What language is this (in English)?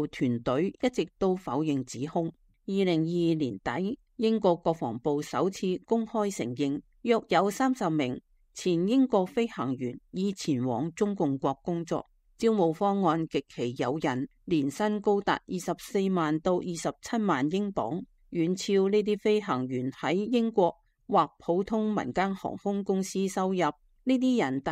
Cantonese